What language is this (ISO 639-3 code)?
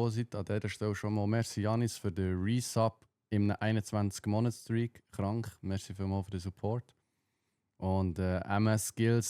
gsw